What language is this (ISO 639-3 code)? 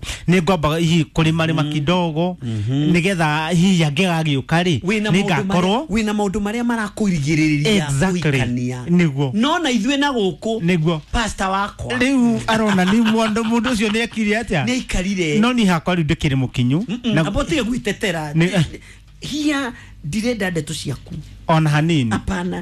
kik